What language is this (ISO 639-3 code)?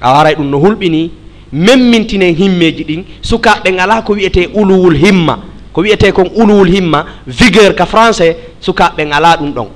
ful